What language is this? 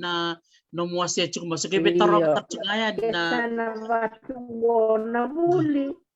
Fijian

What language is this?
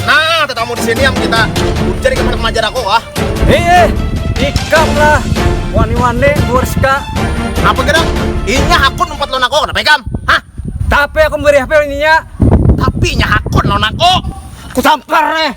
Banjar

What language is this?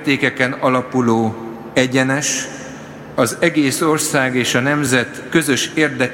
Hungarian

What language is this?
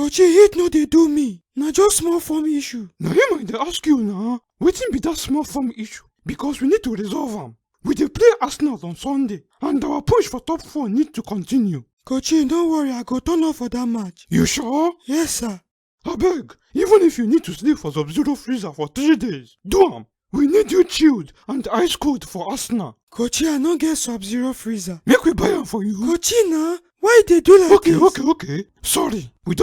Nigerian Pidgin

